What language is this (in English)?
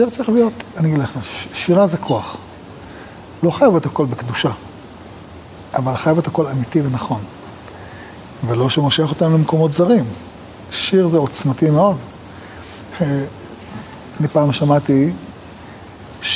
Hebrew